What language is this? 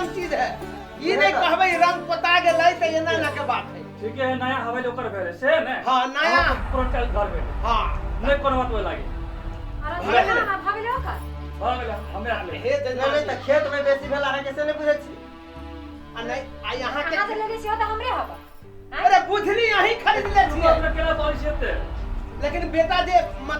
Maithili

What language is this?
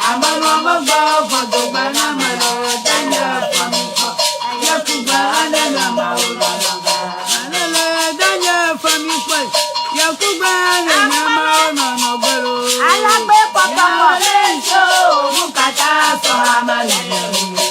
Ewe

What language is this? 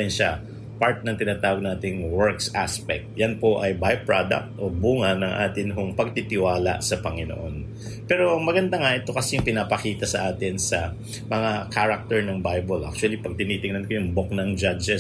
Filipino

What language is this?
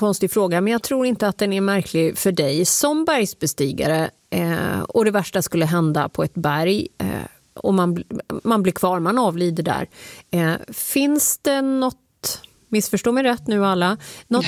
Swedish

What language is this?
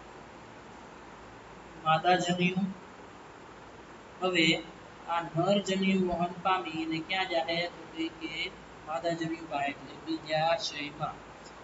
Gujarati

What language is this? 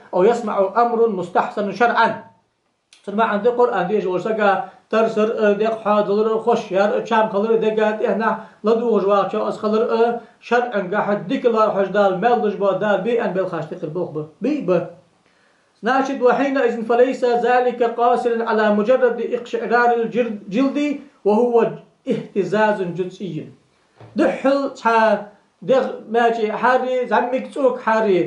Ingush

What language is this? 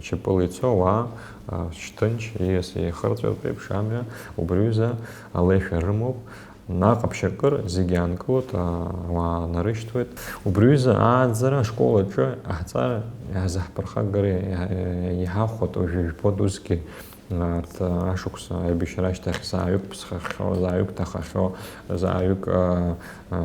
Abkhazian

